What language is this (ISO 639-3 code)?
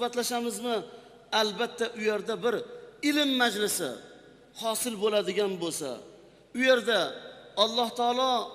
uzb